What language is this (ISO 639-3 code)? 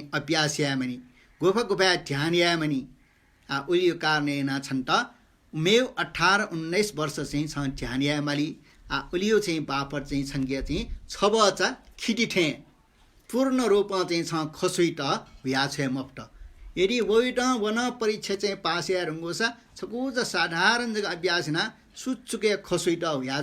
new